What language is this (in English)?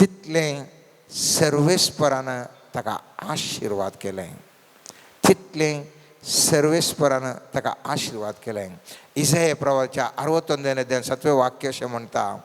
Konkani